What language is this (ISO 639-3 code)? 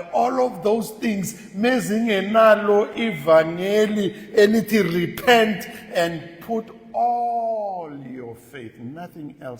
zul